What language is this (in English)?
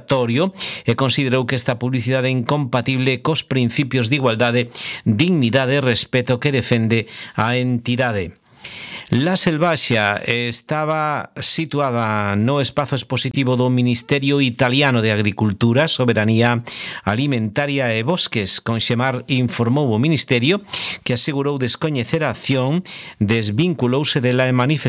Galician